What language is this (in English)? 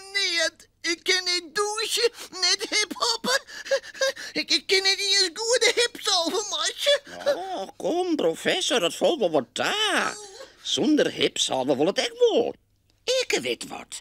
Western Frisian